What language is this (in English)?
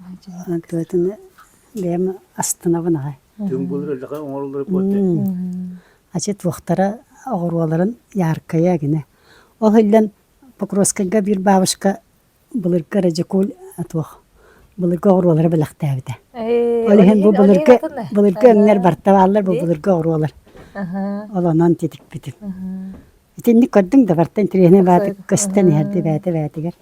Yakut